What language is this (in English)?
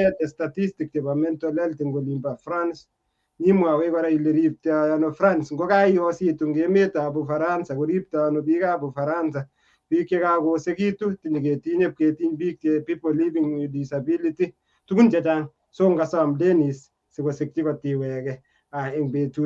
Kalenjin